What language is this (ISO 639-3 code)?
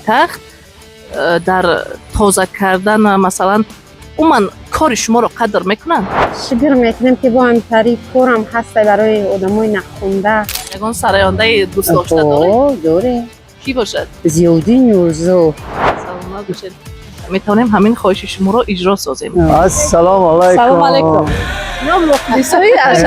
tgk